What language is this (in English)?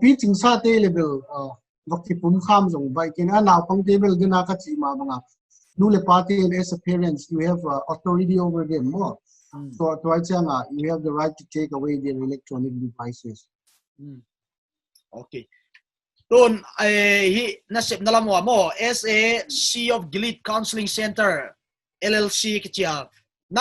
Paite Chin